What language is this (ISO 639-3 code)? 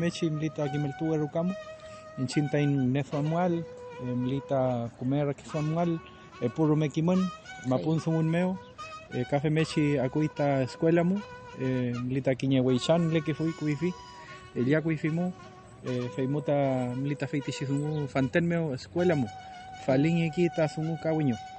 arn